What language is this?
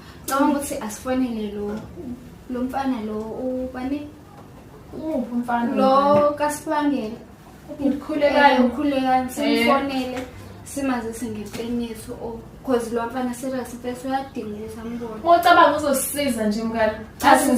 Zulu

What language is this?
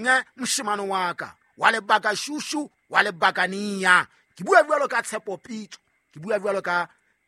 Southern Sotho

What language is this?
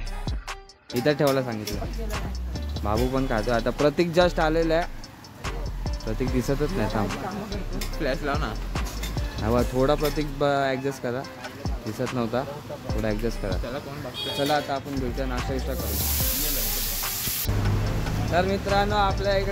Marathi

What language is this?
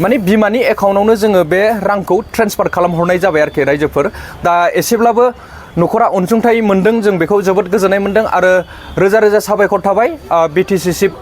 Bodo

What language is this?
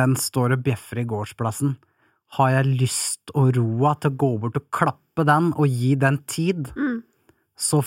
Norwegian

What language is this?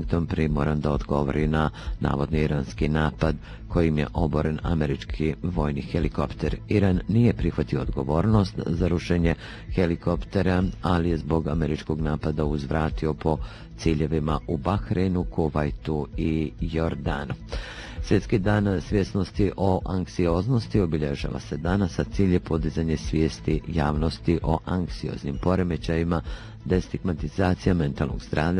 Bosnian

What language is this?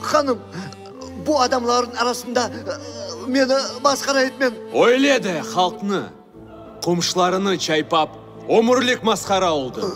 Crimean Tatar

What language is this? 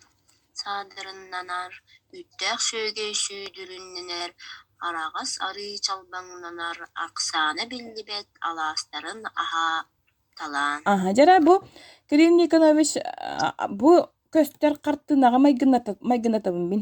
Yakut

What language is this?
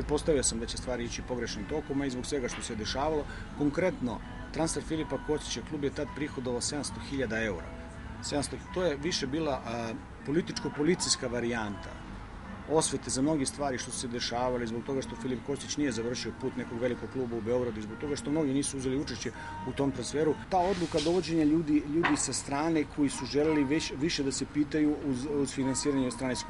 Serbian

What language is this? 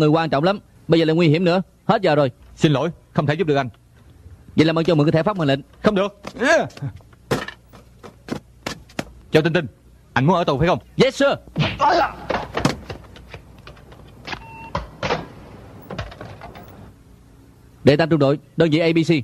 Vietnamese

